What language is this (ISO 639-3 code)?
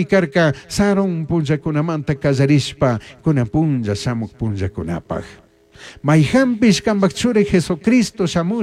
qug